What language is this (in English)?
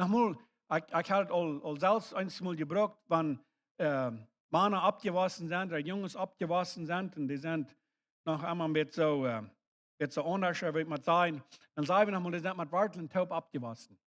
Plautdietsch